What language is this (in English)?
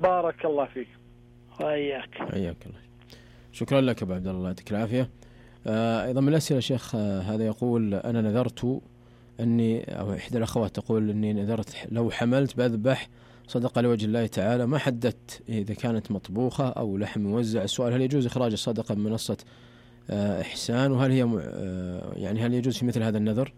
Najdi Arabic